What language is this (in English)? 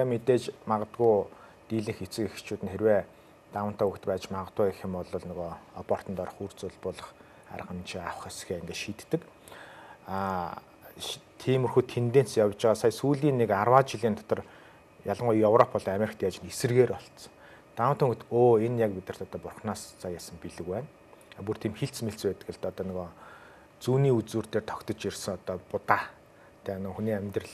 Mongolian